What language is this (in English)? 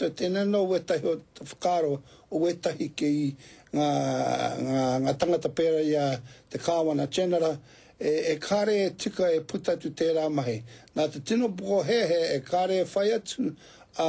Māori